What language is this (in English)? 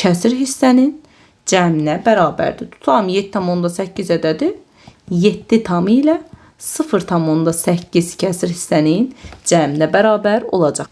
Azerbaijani